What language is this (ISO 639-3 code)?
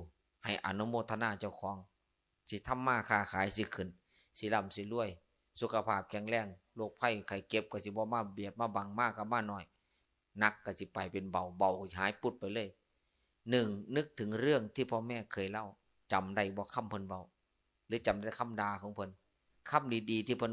tts